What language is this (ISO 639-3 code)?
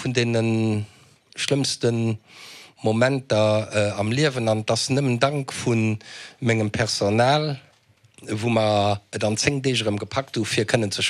ltz